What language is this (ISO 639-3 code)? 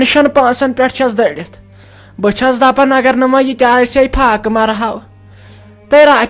kas